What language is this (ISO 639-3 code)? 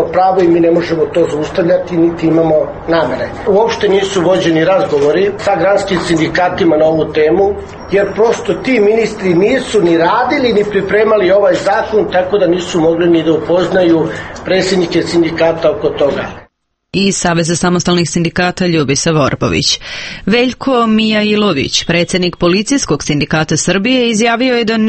srp